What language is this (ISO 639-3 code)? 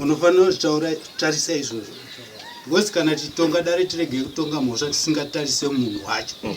sna